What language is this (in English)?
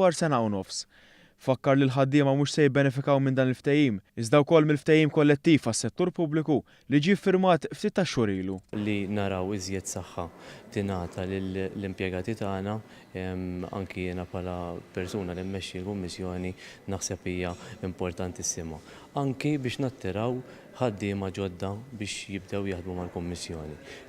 Maltese